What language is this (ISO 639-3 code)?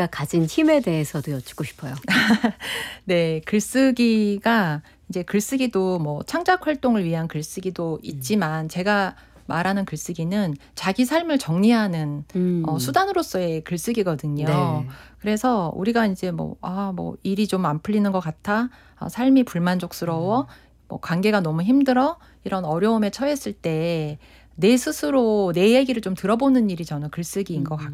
kor